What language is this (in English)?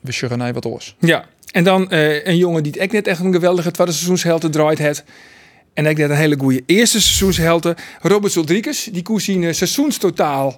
Western Frisian